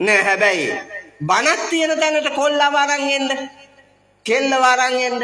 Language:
Sinhala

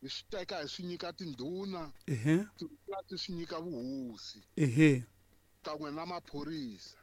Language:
Tsonga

